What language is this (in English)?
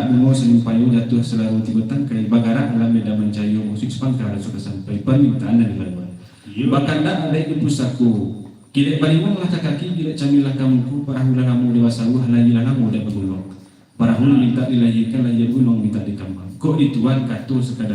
Minangkabau